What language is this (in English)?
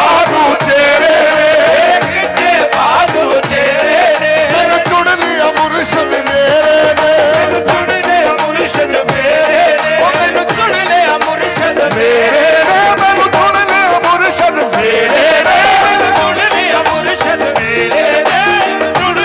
Punjabi